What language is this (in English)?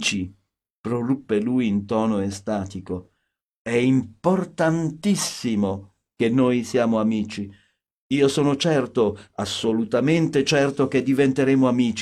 Italian